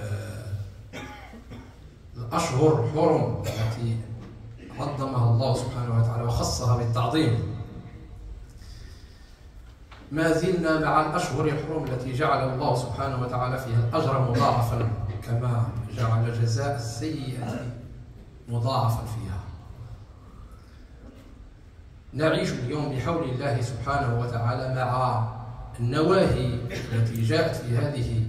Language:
Arabic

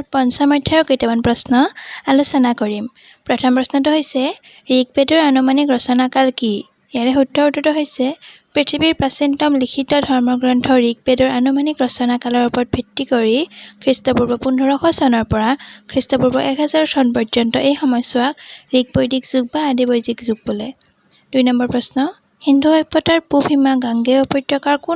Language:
Assamese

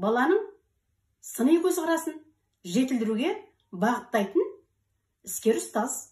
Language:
Kazakh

